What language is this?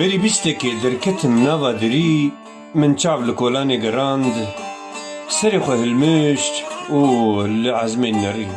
Kurdish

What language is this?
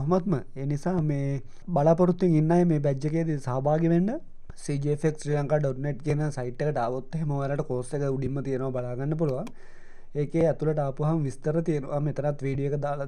Sinhala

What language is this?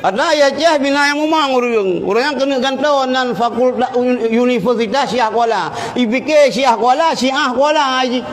Achinese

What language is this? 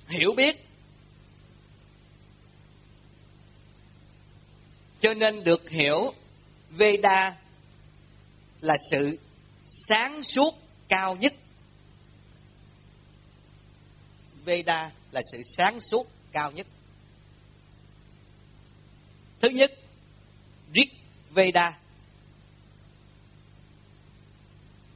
Vietnamese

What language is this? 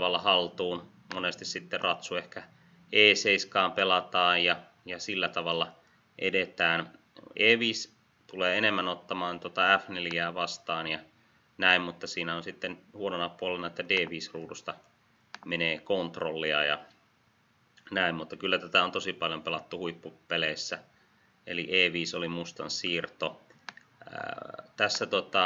Finnish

